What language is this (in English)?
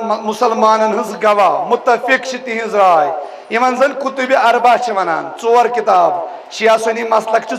Kashmiri